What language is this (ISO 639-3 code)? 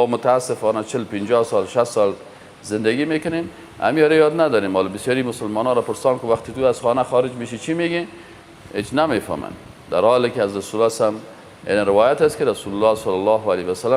fas